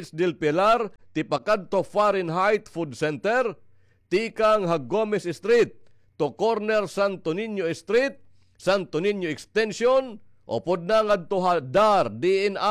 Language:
Waray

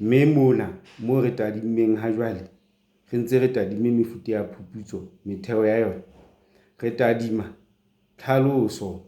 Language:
Southern Sotho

